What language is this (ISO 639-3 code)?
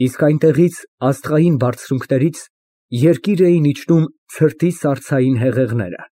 hye